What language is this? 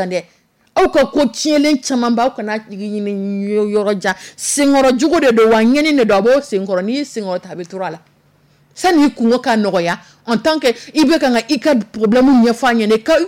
Dyula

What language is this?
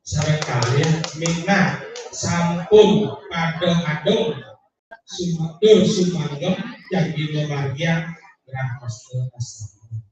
Balinese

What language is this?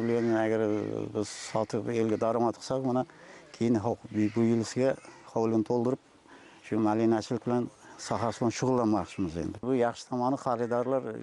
Uzbek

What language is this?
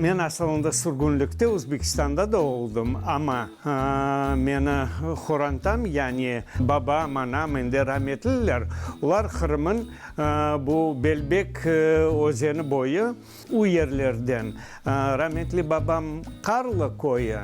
Crimean Tatar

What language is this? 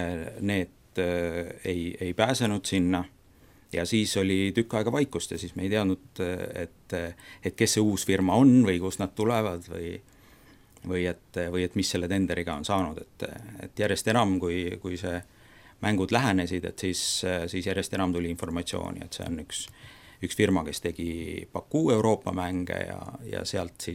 Estonian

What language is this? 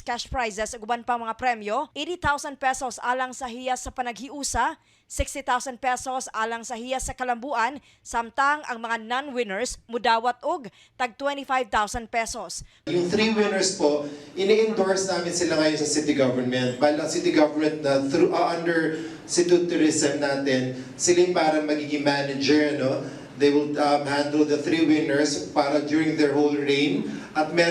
Cebuano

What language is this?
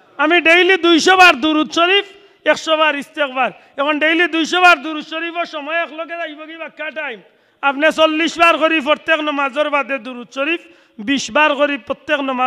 Sylheti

